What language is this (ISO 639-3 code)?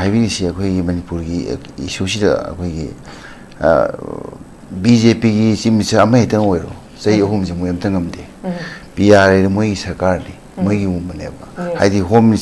mni